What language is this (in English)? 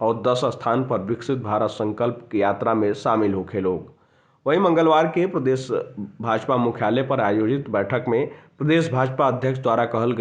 Bhojpuri